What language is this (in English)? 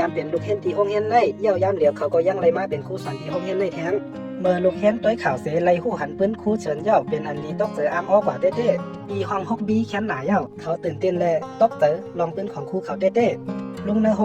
Shan